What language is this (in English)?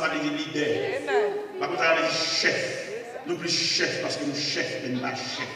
Haitian Creole